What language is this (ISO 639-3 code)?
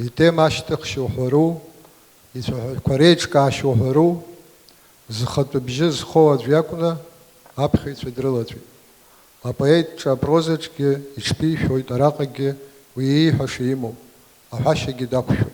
abk